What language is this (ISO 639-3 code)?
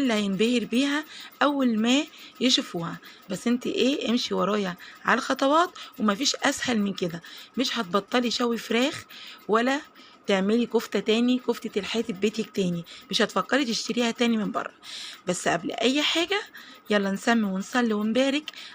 arz